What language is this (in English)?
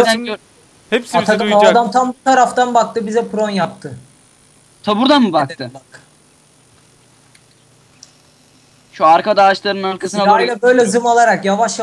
Turkish